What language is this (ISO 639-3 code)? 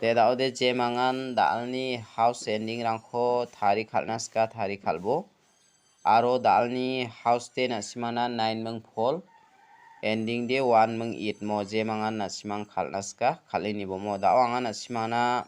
grt